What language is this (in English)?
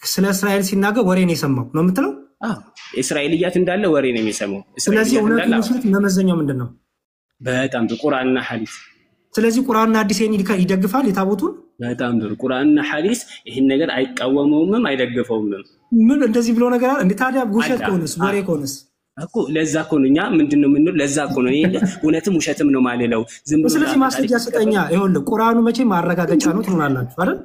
Amharic